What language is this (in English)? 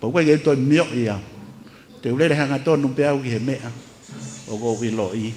Tongan